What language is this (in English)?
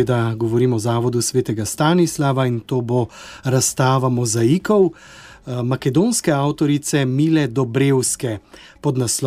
Slovenian